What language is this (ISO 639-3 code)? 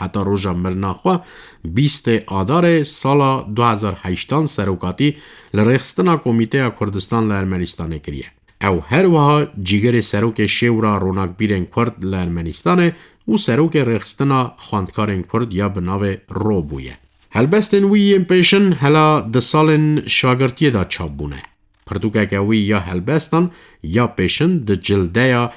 kur